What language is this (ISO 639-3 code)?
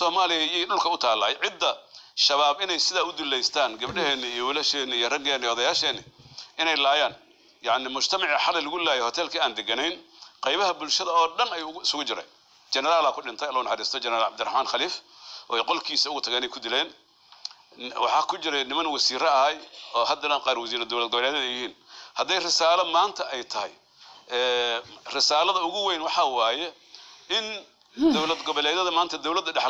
som